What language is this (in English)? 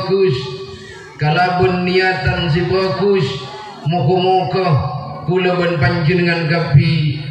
Madurese